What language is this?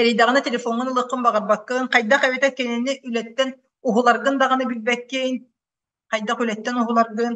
Yakut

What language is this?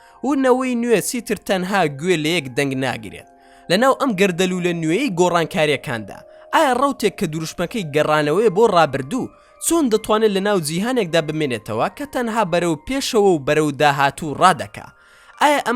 Central Kurdish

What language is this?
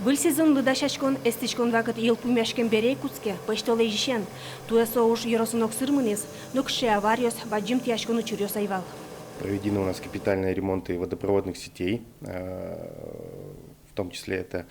Udmurt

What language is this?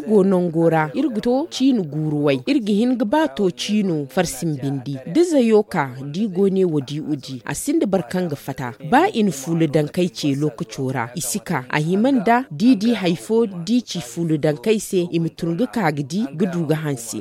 Zarma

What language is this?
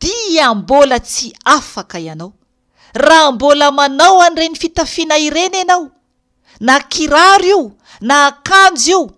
Malagasy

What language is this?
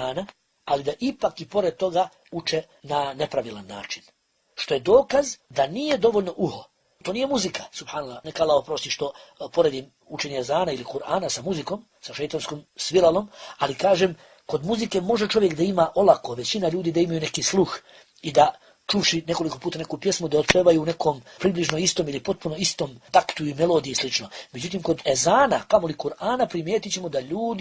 Bosnian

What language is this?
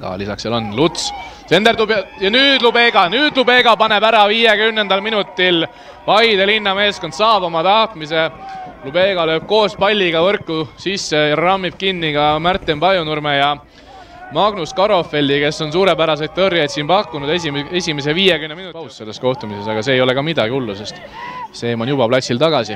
Estonian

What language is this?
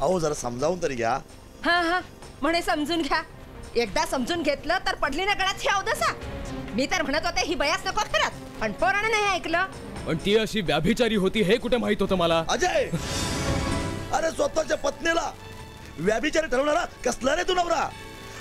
Marathi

